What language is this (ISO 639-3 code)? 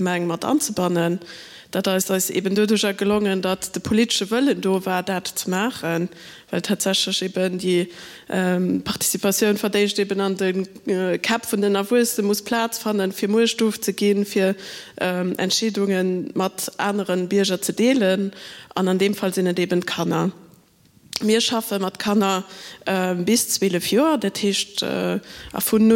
ltz